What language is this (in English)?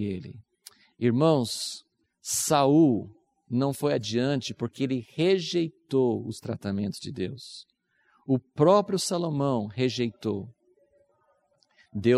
Portuguese